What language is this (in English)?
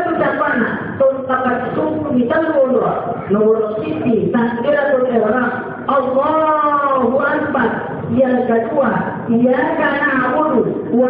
Buginese